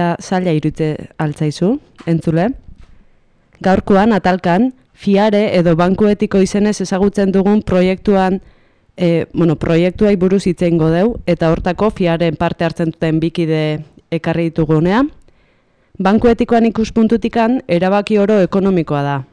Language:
Basque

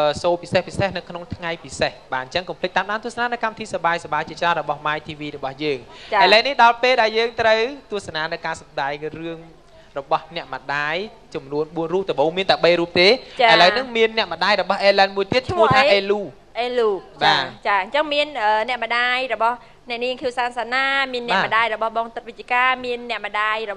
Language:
Khmer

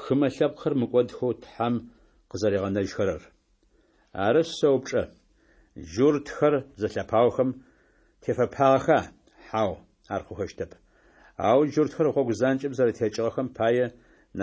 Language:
Adyghe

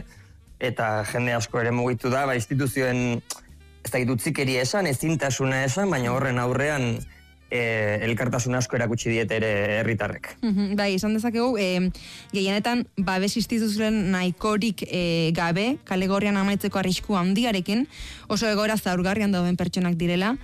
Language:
Basque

